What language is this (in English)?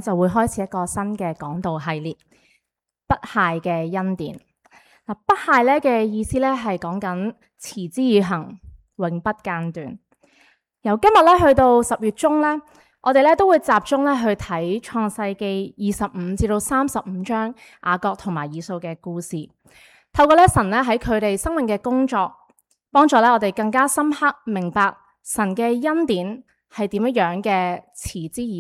Cantonese